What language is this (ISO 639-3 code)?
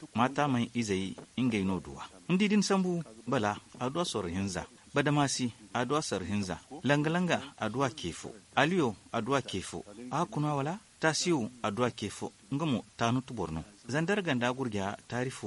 dje